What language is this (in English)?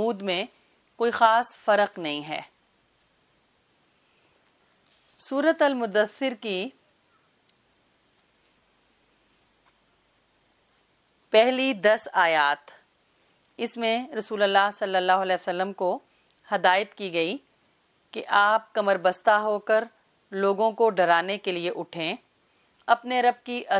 Urdu